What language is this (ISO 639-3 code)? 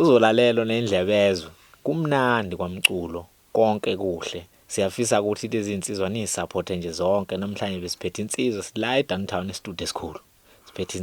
zul